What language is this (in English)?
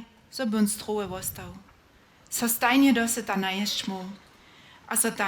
Upper Sorbian